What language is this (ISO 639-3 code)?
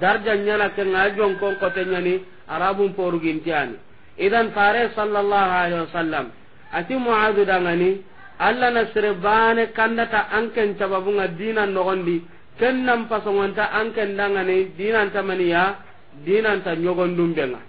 snk